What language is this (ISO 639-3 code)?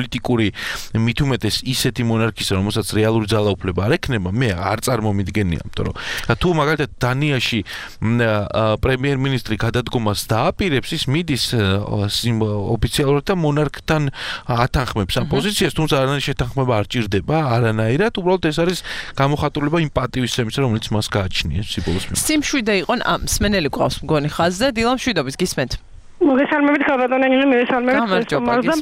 kat